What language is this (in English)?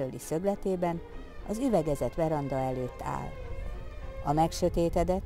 Hungarian